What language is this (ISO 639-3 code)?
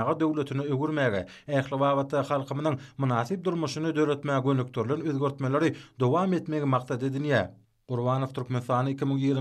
tuk